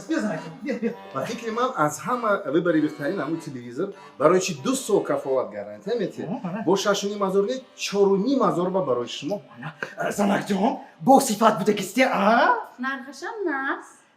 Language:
Tajik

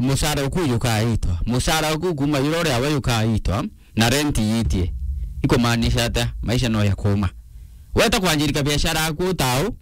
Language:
Meru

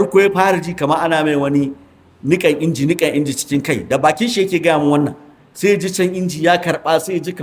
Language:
Hausa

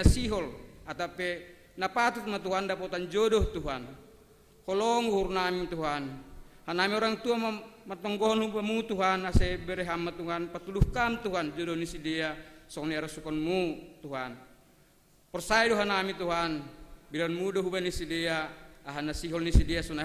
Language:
Batak Simalungun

